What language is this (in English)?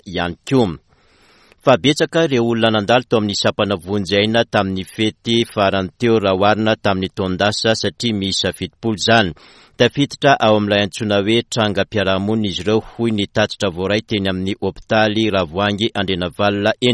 Malagasy